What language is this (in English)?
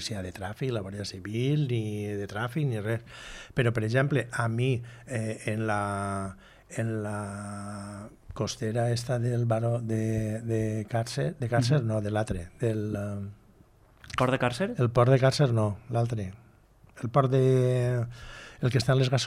Catalan